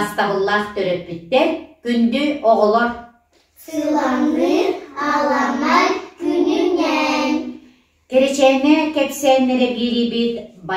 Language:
Yakut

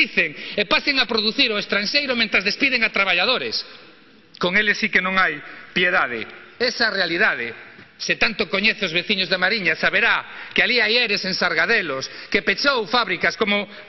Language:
Galician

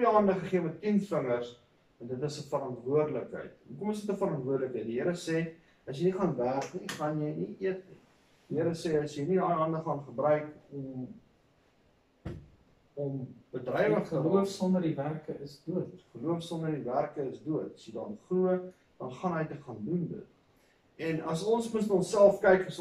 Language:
Afrikaans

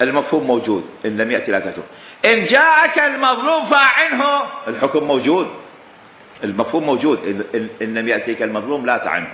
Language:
Mesopotamian Arabic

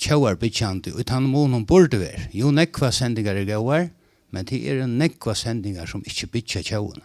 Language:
Faroese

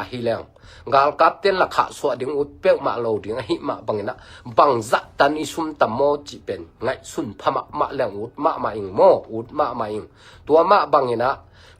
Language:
Tedim Chin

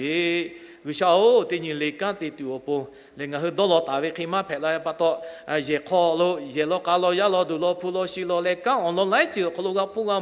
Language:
Lahu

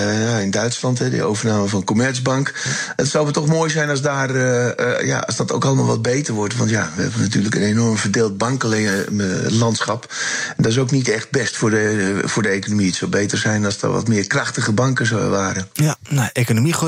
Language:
Dutch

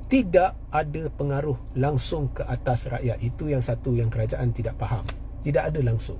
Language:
Malay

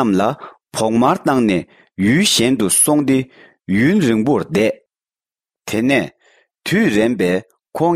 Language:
Tibetan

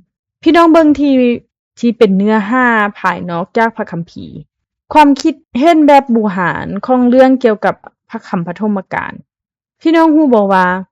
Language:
Lao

